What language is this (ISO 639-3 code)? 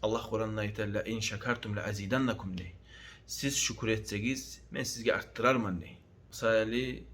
kum